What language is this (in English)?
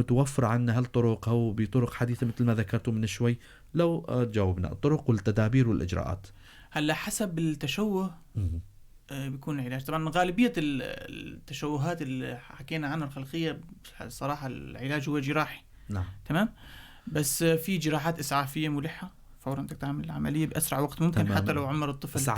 North Levantine Arabic